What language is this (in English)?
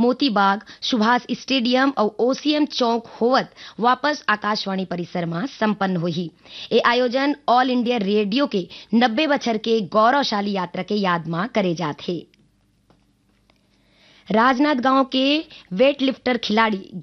Chhattisgarhi